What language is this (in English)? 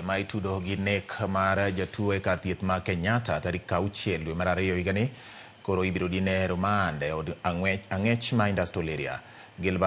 Luo (Kenya and Tanzania)